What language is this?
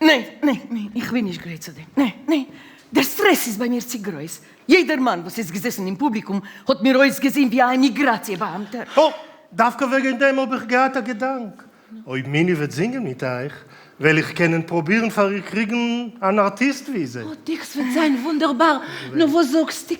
Yiddish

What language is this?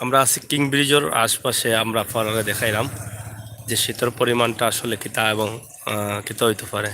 Sylheti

